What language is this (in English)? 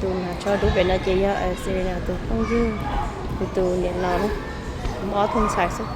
Hmong